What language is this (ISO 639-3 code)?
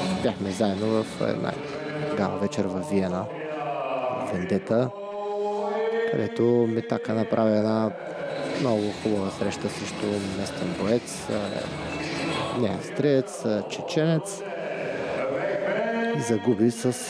bul